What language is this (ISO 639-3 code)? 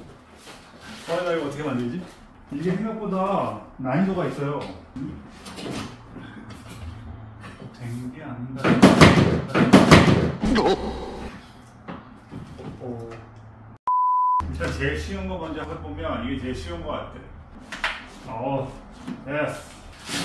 kor